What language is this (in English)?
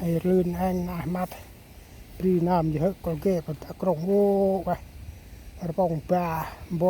Central Mnong